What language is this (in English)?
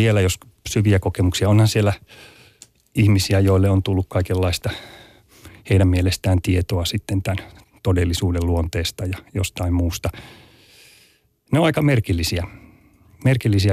Finnish